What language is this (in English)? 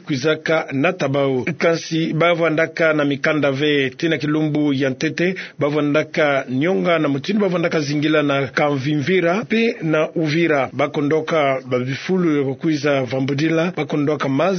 Kituba (Democratic Republic of Congo)